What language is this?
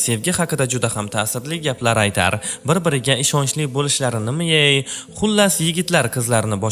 Uzbek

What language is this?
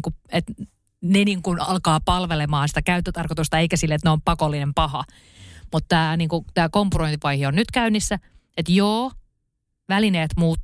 Finnish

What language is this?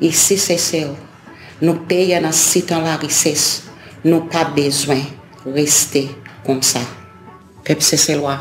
Seselwa Creole French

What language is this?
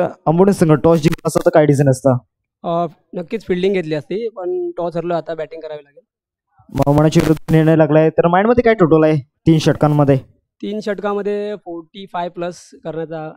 Marathi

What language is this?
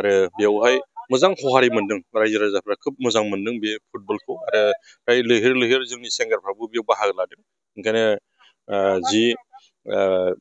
Bodo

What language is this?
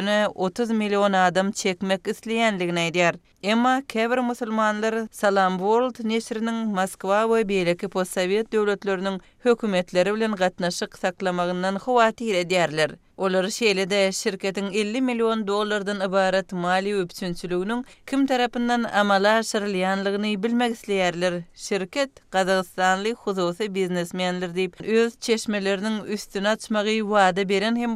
Turkmen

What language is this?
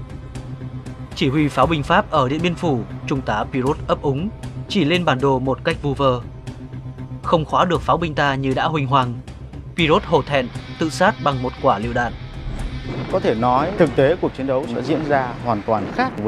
Vietnamese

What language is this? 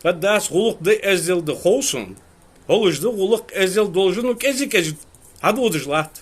Ingush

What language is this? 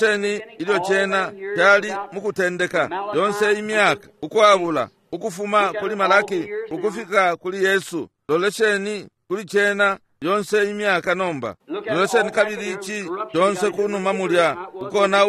Bemba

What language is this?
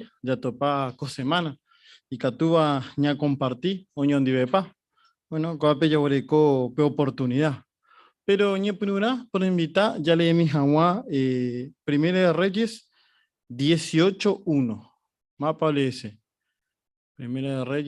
Guarani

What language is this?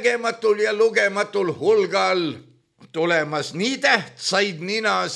Estonian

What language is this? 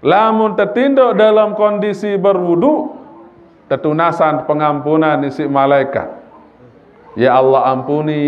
Sasak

